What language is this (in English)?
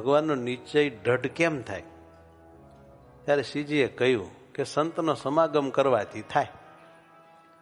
Gujarati